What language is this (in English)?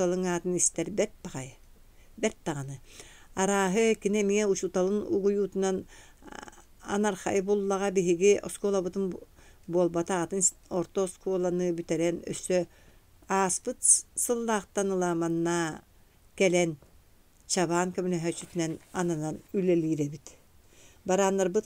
Yakut